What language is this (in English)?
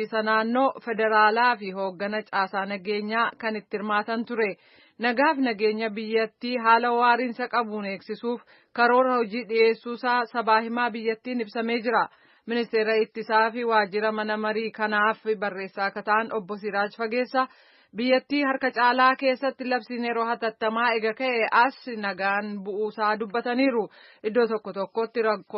Oromo